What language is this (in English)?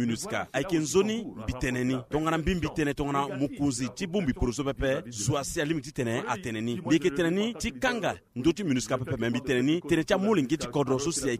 Sango